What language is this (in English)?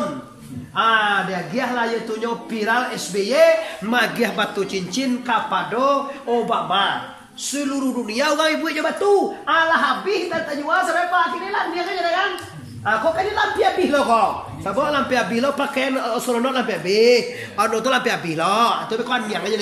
Minangkabau